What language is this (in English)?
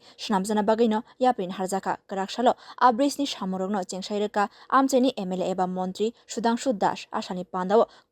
Kok Borok